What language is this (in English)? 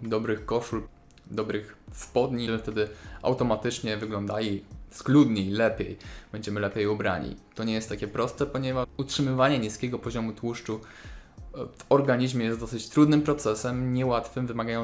Polish